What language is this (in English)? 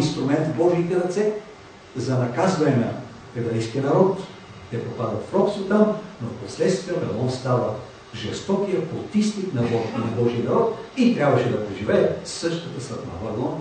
Bulgarian